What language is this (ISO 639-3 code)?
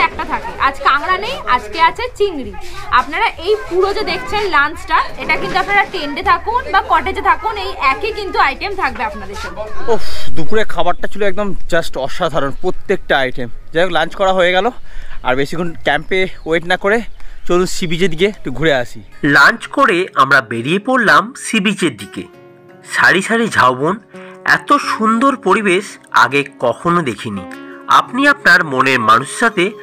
ben